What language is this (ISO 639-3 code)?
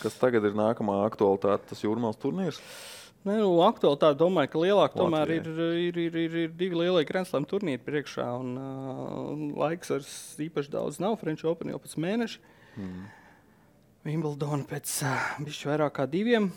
lav